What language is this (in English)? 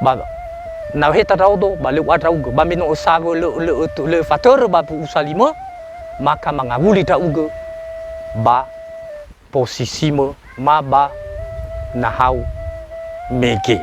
Nias